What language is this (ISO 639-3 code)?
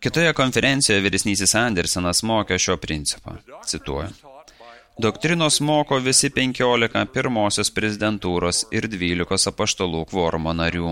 lit